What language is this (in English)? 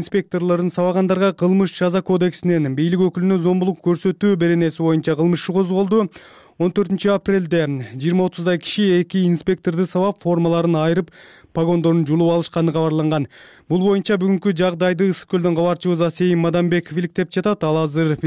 Kyrgyz